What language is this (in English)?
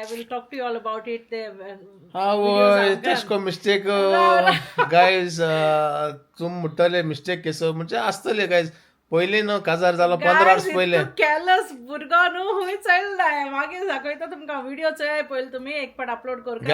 Konkani